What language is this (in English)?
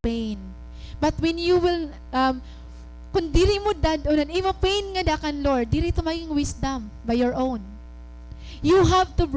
Waray